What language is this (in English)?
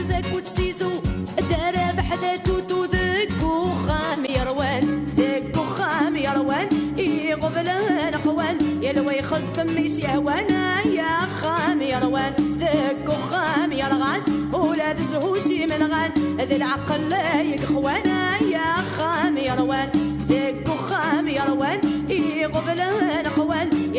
Kabyle